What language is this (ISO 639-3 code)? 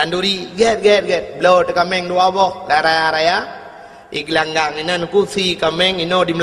ace